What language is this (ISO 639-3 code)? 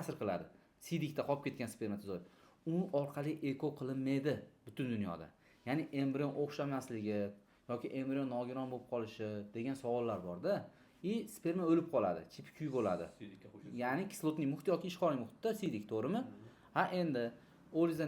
uzb